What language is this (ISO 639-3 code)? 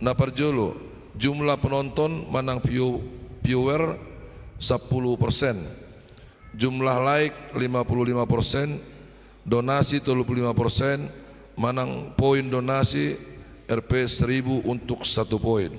bbc